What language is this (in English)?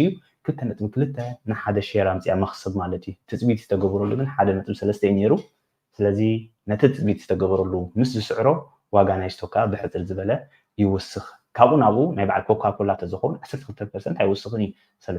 Tigrinya